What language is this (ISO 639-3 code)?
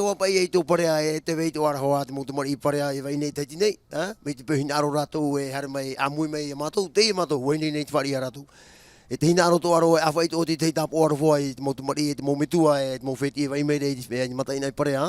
tah